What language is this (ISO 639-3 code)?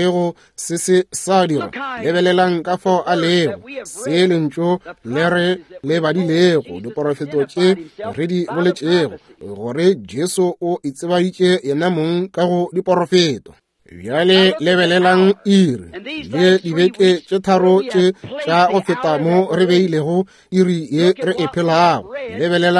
nso